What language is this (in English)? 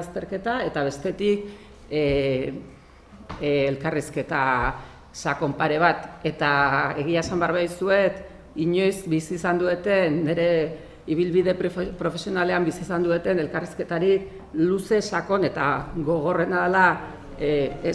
Basque